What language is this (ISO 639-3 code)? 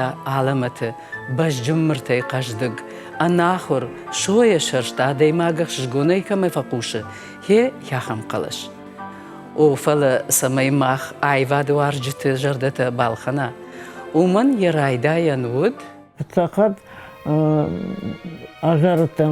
oss